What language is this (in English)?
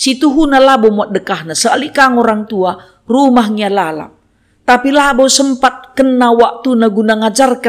Batak Karo